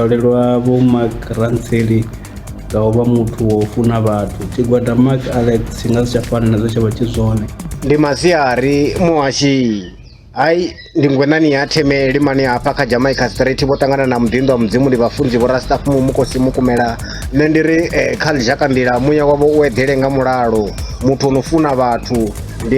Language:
Venda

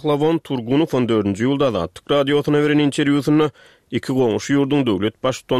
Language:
Turkmen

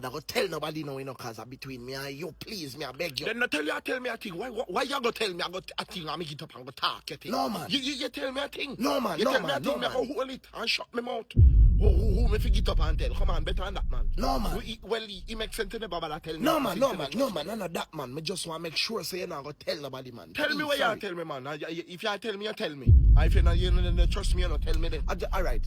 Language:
Jamaican Creole English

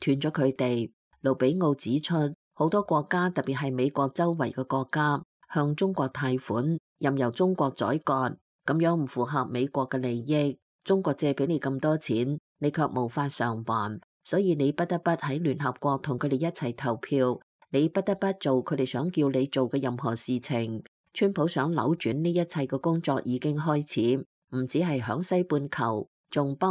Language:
Cantonese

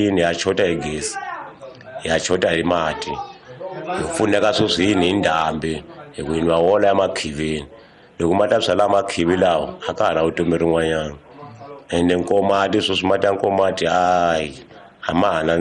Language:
Tsonga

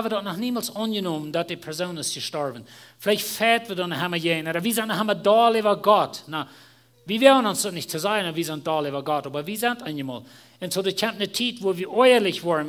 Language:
Plautdietsch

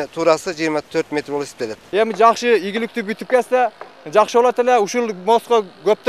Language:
Kyrgyz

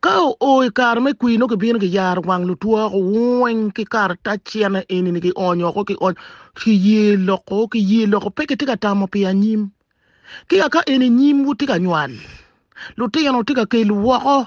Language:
Acoli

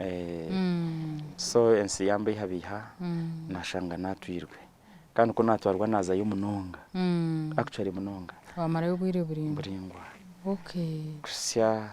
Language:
Nyankole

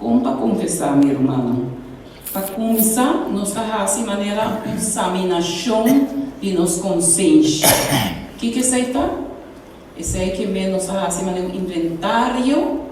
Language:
Papiamento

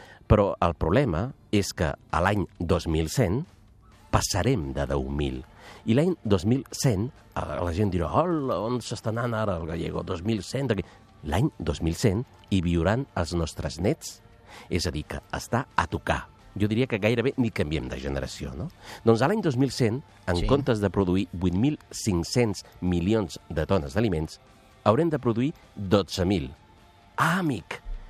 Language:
Catalan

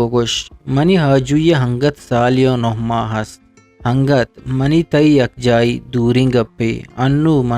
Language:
Eastern Balochi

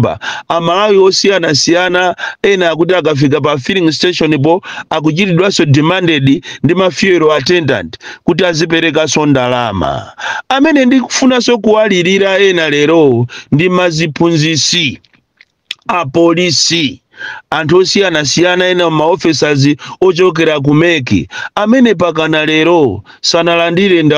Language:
Nyanja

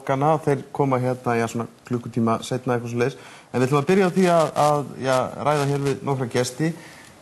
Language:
Icelandic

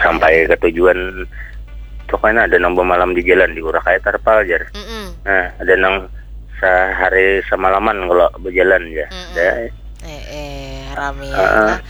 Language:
Banjar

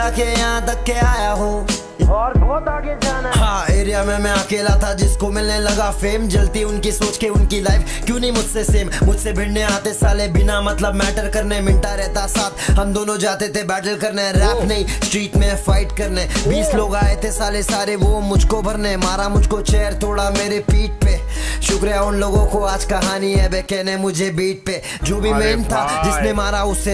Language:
Hindi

